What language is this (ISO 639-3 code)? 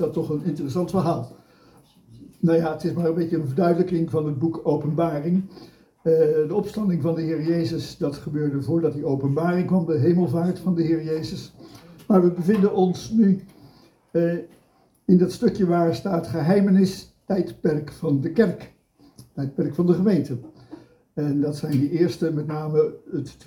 nld